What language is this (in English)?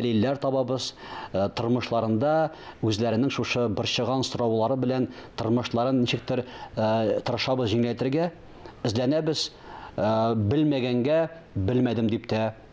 Tatar